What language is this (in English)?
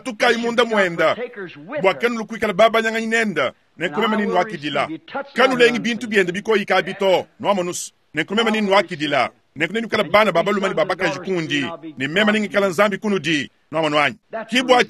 Luba-Lulua